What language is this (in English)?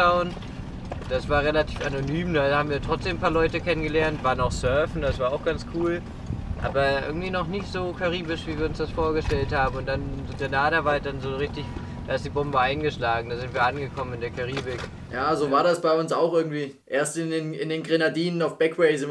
German